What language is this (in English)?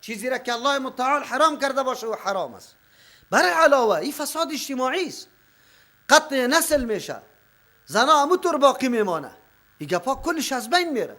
Persian